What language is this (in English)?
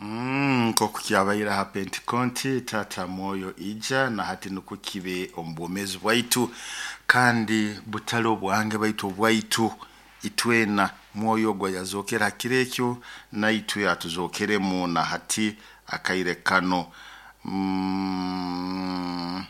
Nyoro